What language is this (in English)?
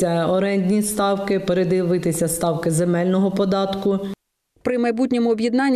Ukrainian